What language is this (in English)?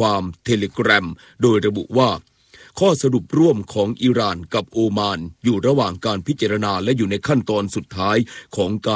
Thai